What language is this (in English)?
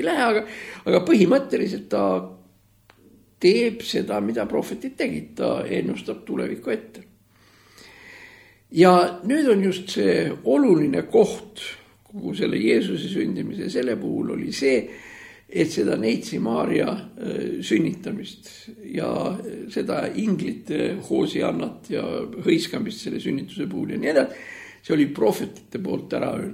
Estonian